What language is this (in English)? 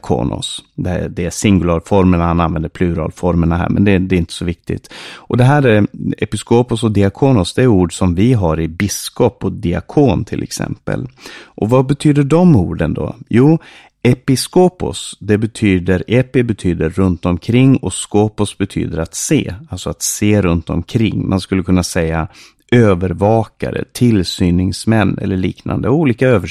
Swedish